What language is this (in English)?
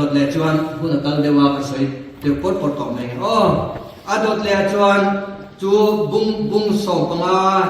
Mizo